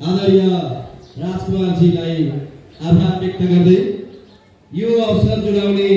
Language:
Nepali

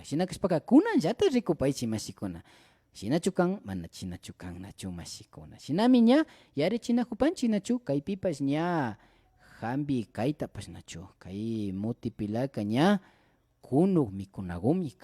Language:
Imbabura Highland Quichua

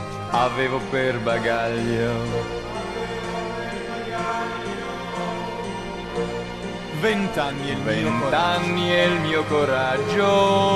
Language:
Italian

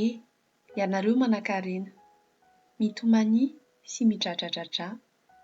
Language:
Malagasy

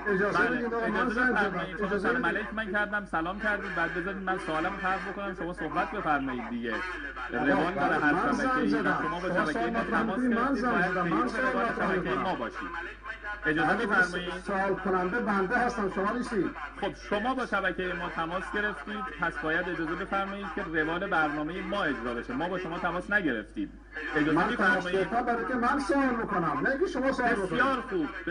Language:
Persian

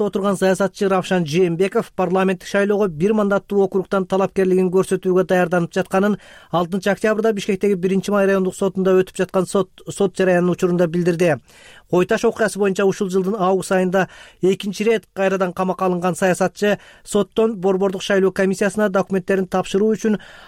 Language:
Kyrgyz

